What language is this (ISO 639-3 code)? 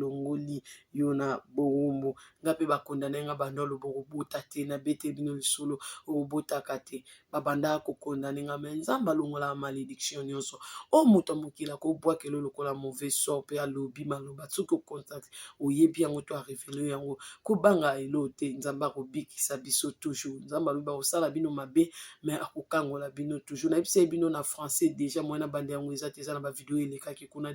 lin